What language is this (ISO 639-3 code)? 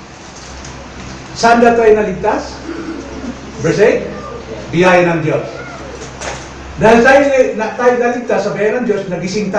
fil